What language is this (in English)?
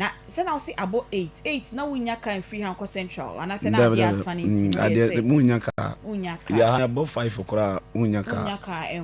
Akan